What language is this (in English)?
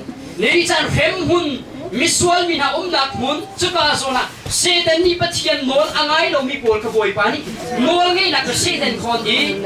Hakha Chin